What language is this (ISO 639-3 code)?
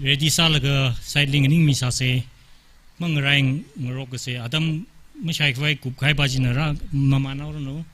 nmf